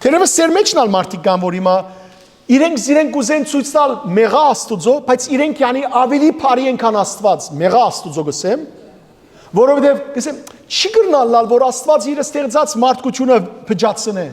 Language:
Western Armenian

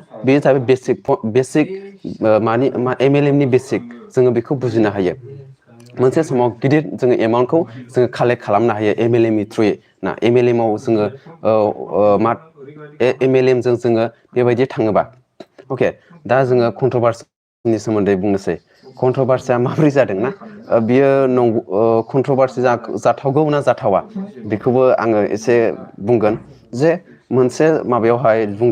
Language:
Bodo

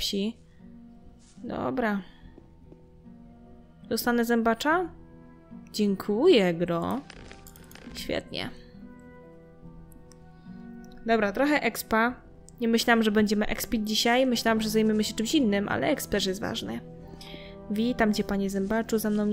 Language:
Polish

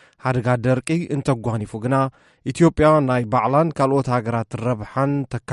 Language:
Tigrinya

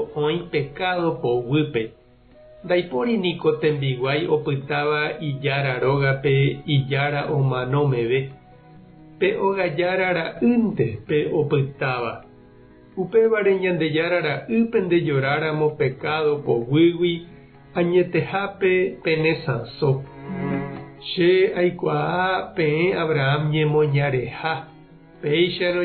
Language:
Guarani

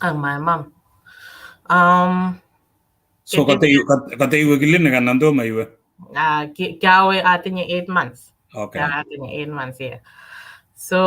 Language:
Kalenjin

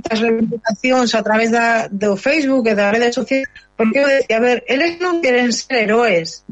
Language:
Galician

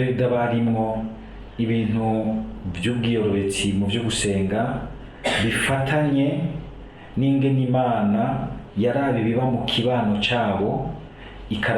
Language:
Rundi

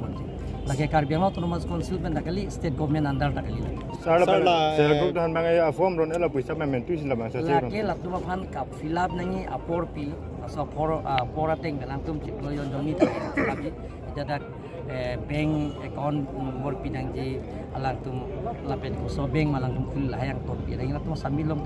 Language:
Karbi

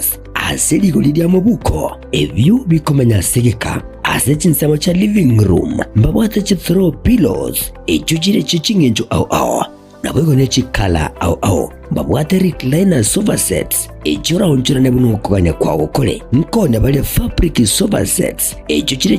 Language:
Gusii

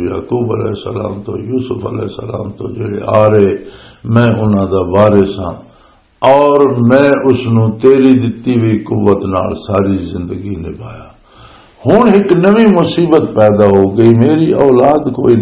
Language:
Western Panjabi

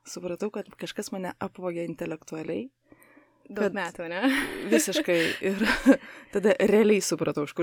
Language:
Lithuanian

